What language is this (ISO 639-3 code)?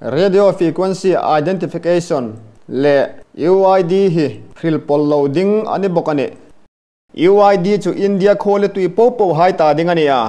hmr